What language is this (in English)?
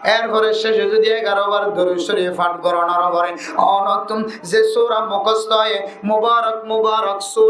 Rohingya